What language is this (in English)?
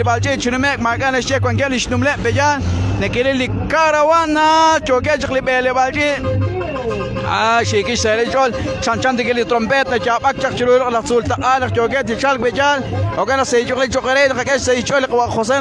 Kekchí